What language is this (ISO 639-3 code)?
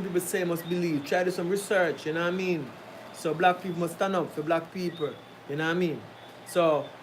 jam